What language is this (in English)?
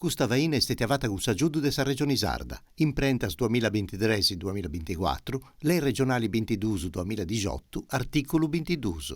Sardinian